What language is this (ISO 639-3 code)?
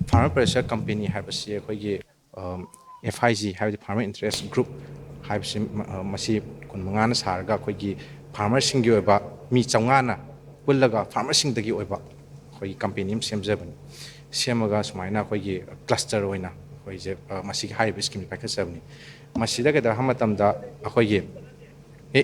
mni